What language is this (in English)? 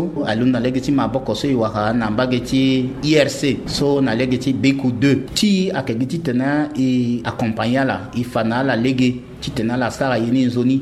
Sango